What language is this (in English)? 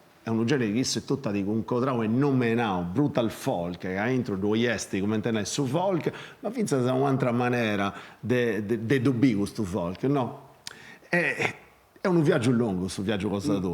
Sardinian